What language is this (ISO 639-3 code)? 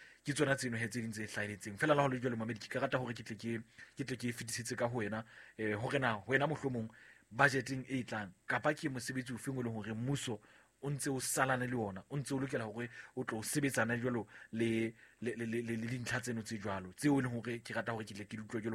sot